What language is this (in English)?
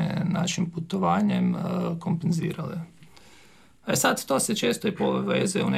Croatian